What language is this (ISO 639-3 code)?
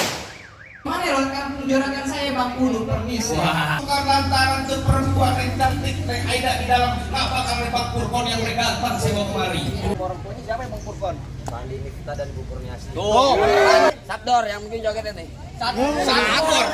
bew